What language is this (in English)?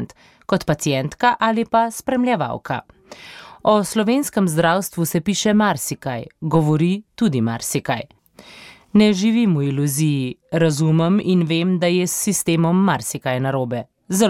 Slovenian